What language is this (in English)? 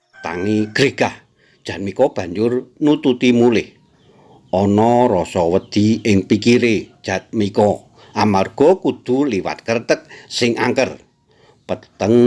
Javanese